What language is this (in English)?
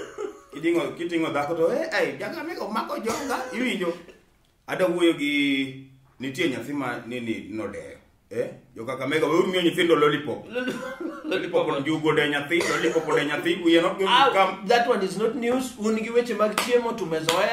Luo (Kenya and Tanzania)